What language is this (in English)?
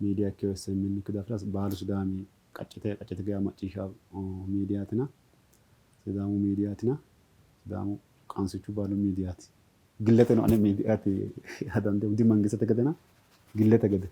Sidamo